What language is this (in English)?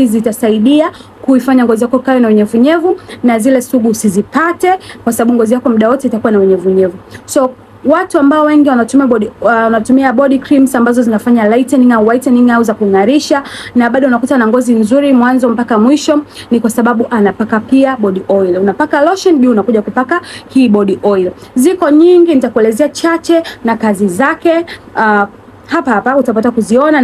Swahili